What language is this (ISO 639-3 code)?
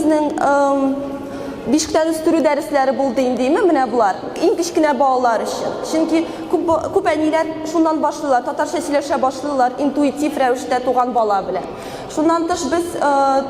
tat